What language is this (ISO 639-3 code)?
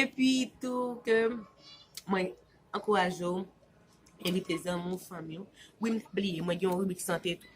hat